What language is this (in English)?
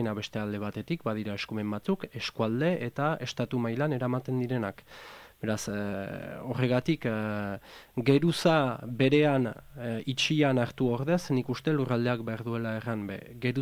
Basque